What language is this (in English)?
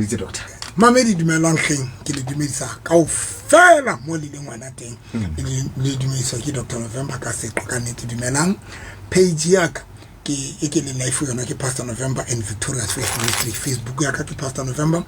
Southern Sotho